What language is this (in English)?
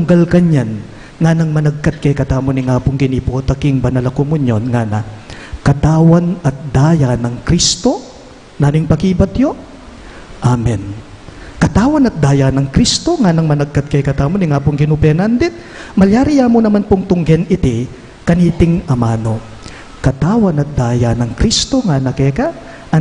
Pampanga